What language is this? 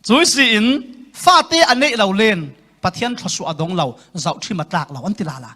Falam Chin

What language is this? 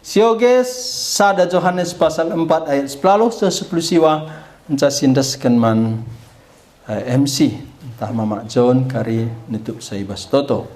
Batak Karo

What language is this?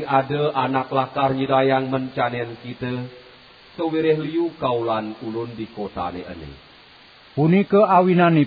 Balinese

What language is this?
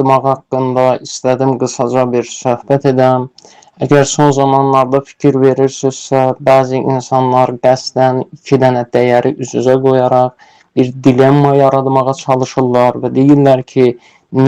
Azerbaijani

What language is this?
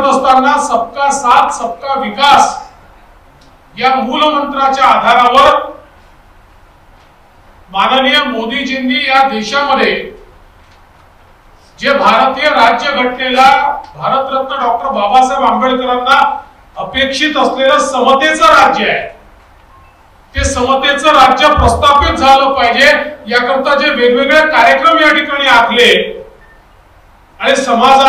Marathi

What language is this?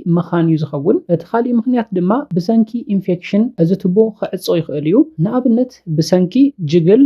Tigrinya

